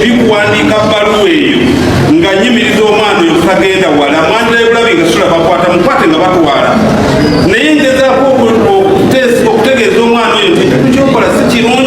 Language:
Ganda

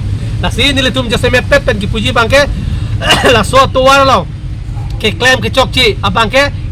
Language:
Karbi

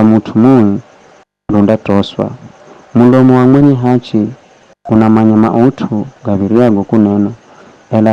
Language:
Giryama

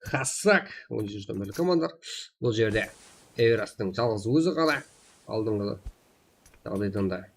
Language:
Kara-Kalpak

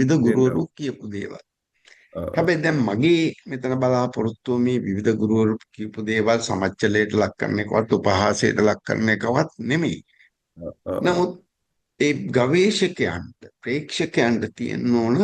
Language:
Sinhala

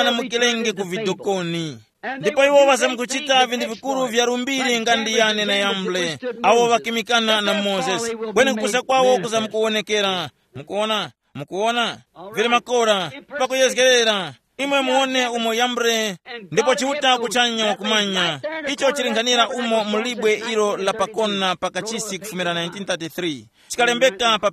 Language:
Tumbuka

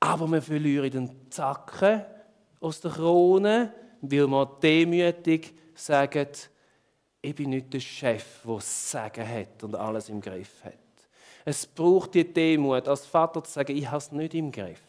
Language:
Swiss German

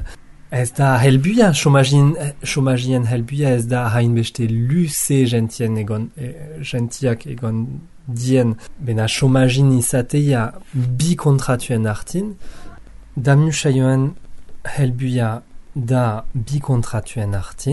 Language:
Basque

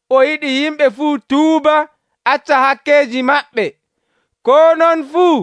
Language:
Nigerian Fulfulde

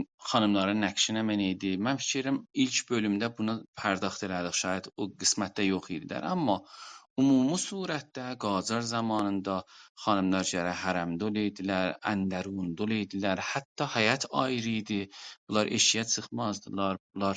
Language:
South Azerbaijani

